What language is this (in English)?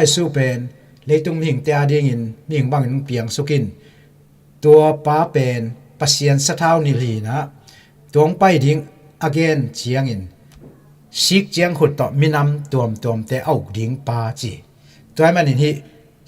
Tedim Chin